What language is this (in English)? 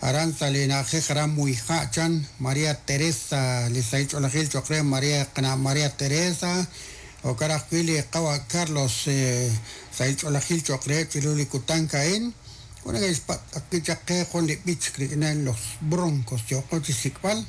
Kekchí